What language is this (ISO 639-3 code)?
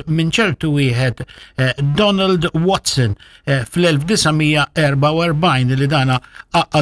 mlt